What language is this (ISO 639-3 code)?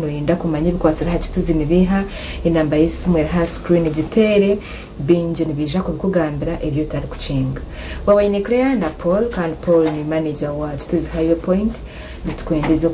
nyn